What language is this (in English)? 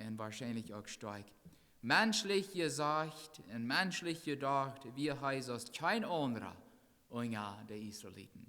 Plautdietsch